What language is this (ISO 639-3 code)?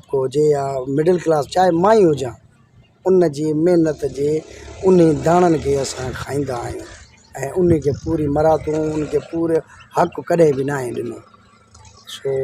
snd